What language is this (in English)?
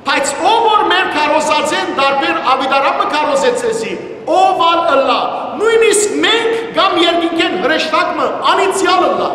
Western Armenian